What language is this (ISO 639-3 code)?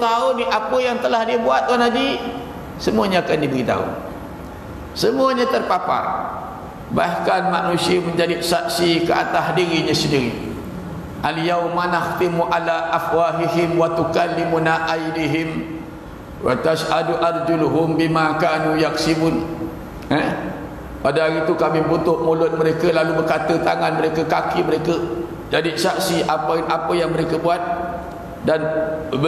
msa